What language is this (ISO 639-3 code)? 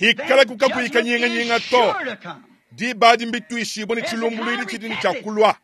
lua